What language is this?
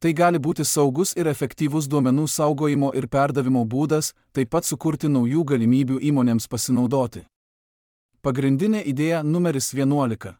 Lithuanian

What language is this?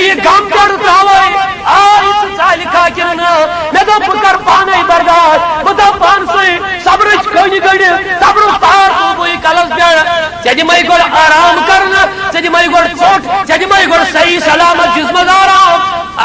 Kashmiri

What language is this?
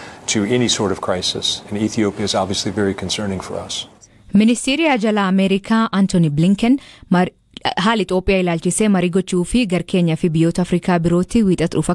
Oromo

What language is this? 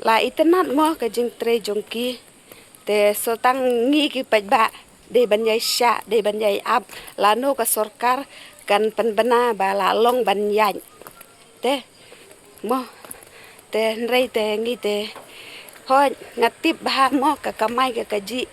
Khasi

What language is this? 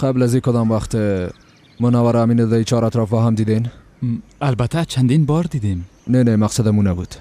Persian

